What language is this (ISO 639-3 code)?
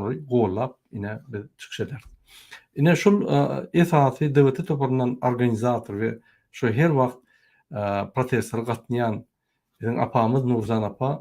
tuk